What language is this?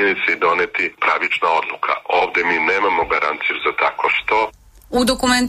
Serbian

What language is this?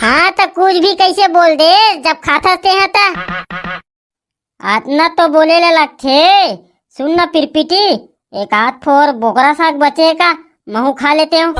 Chhattisgarhi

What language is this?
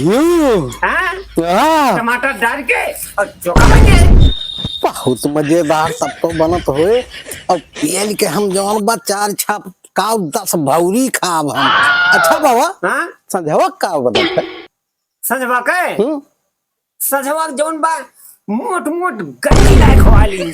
Awadhi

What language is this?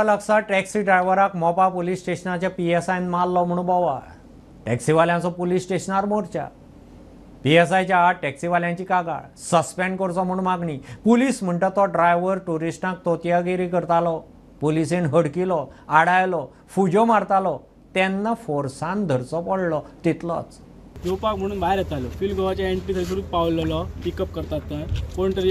Konkani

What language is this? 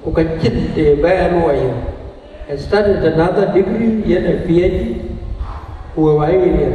Dinka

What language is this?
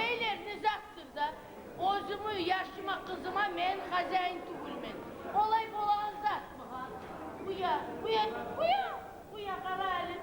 Kumyk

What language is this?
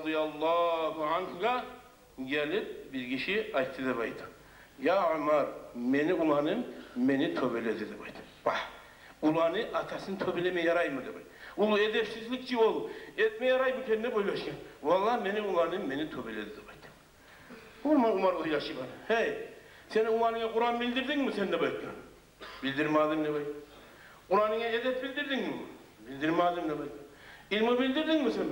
Kumyk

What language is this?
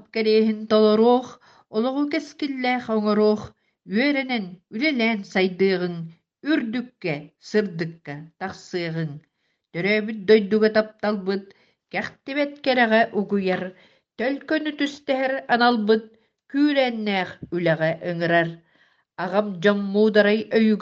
Yakut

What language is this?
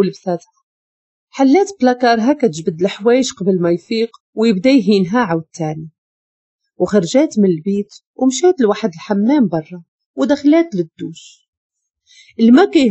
Moroccan Arabic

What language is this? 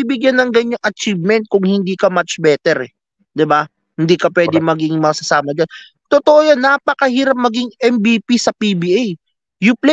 Filipino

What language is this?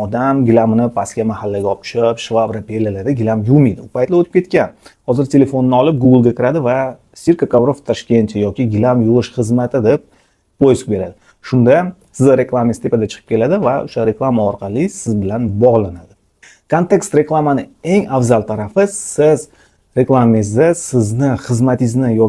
Uzbek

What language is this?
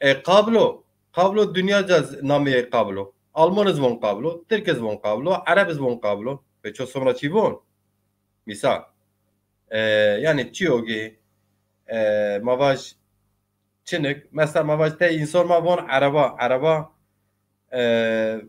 Zaza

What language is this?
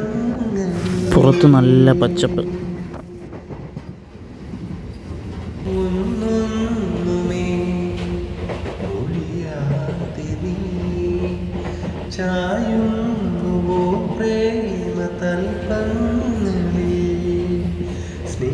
Malayalam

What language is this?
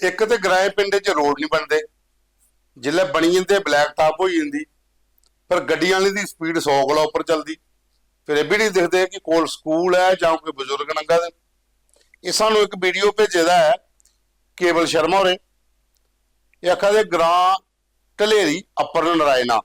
Dogri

